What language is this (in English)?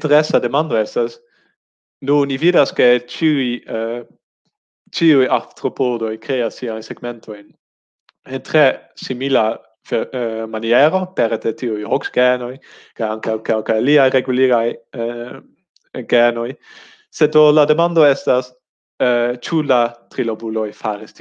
Esperanto